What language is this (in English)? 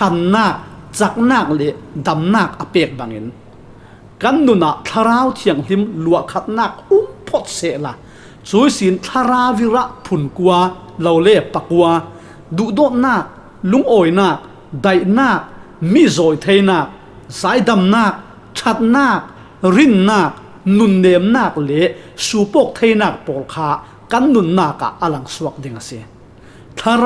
Falam Chin